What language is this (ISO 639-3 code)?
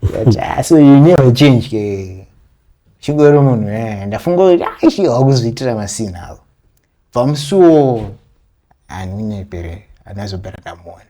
sna